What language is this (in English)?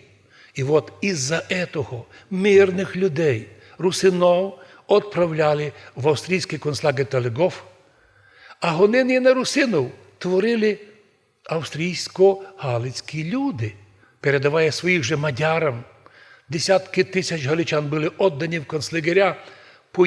Rusyn